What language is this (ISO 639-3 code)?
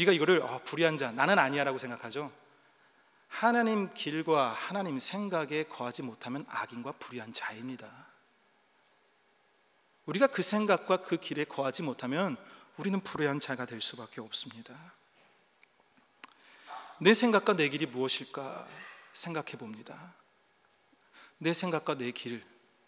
kor